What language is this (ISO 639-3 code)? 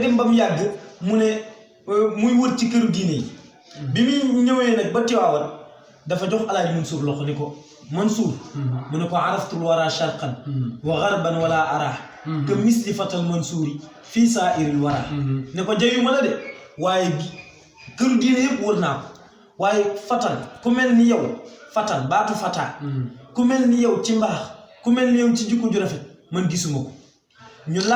wol